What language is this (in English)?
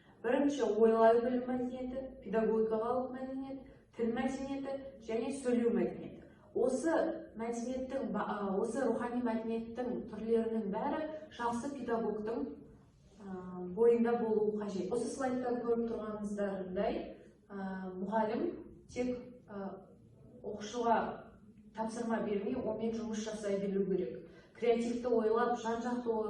Kazakh